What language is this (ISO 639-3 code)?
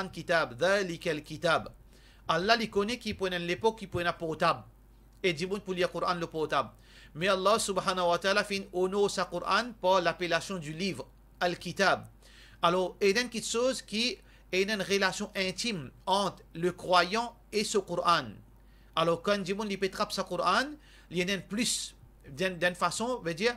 mfe